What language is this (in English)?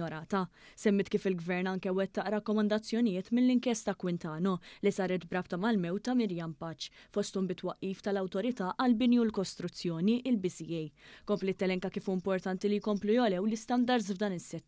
Maltese